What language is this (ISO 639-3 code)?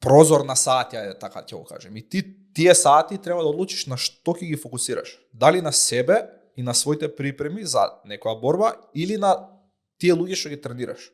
mkd